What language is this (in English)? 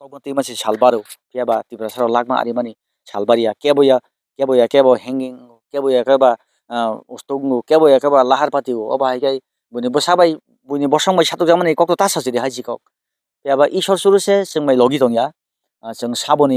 Kok Borok